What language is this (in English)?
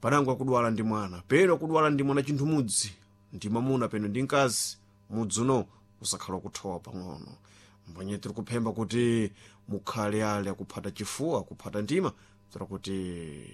Sena